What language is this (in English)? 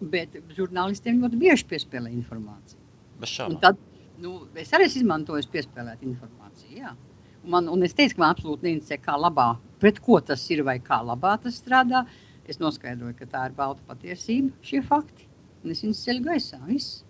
Latvian